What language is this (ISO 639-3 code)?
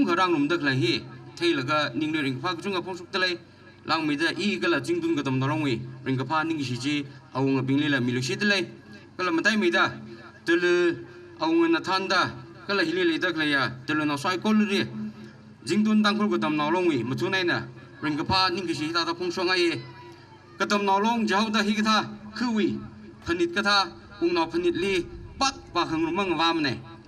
nmf